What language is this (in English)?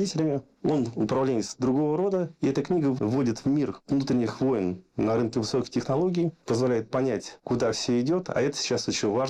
Russian